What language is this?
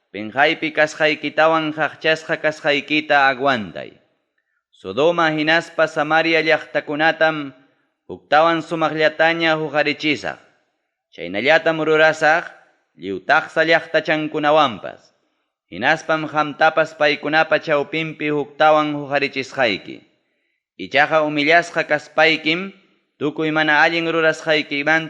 Ayacucho Quechua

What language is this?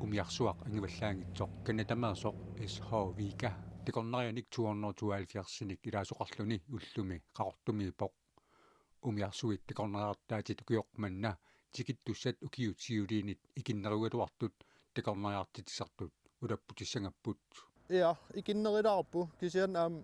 Kalaallisut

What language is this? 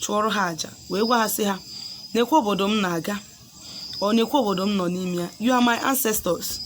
Igbo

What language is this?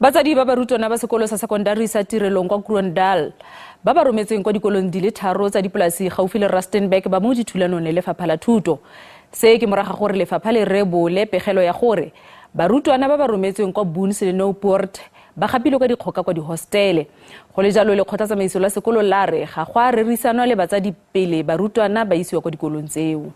Tswana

